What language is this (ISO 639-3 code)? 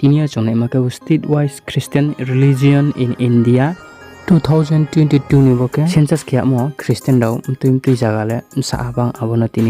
ria